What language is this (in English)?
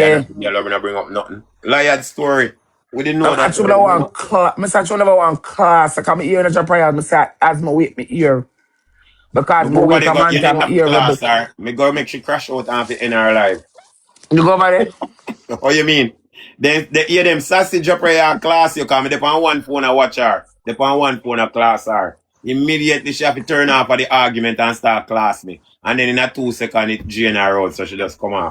Jamaican Creole English